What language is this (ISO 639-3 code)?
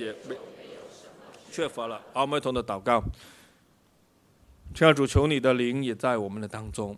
zho